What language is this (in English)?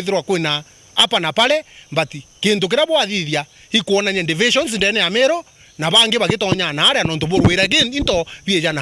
Meru